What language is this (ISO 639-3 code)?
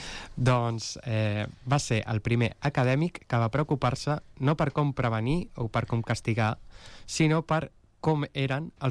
cat